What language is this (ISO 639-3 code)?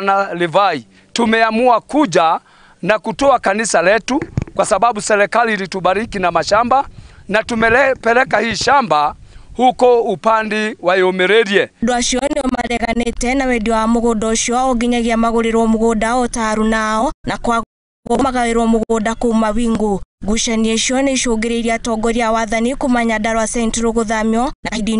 kik